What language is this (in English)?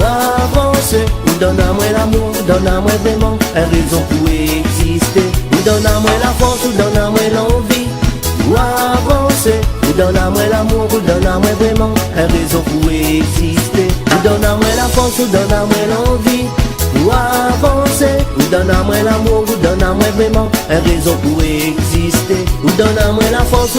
Réunion Creole French